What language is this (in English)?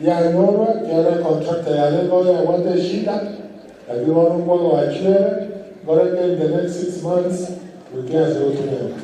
Gusii